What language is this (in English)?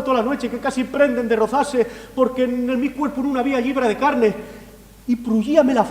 Asturian